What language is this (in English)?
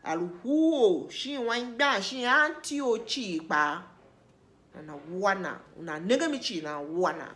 Tiv